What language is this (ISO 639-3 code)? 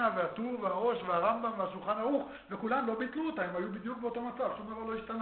heb